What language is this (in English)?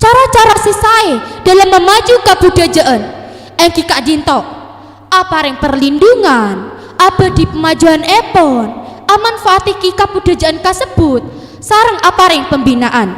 Madurese